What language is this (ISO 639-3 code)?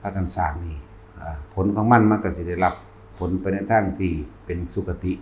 tts